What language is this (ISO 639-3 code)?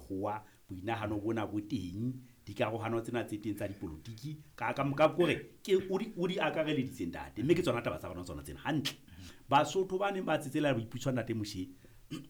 sot